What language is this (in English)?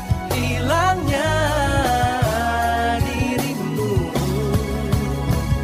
Indonesian